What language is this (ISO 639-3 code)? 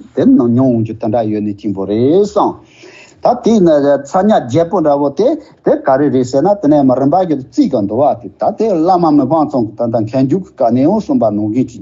bod